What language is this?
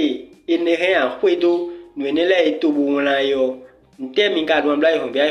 Fon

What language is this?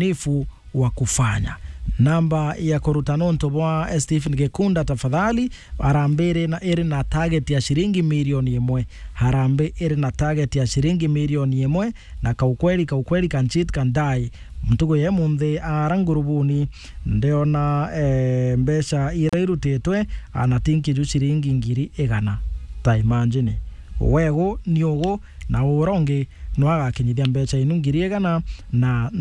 Meru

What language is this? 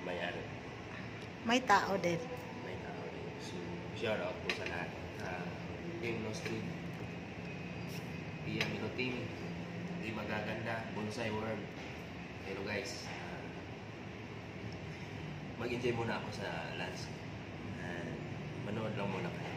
Filipino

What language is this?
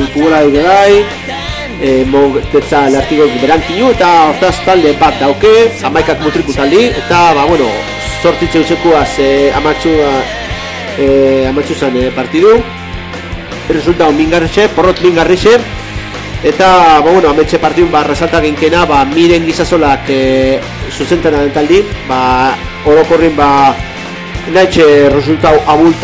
Basque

